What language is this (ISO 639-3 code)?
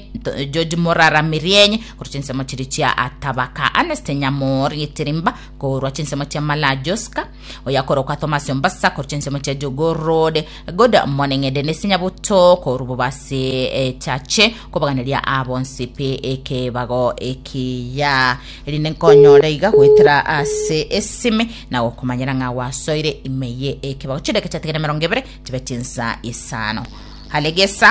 guz